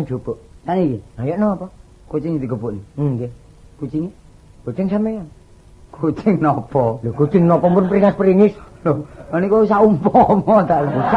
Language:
Javanese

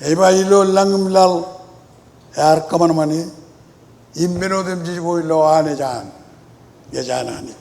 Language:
Marshallese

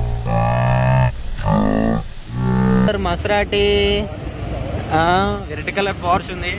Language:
Telugu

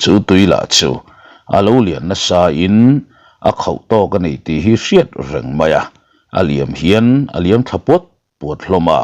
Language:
Mizo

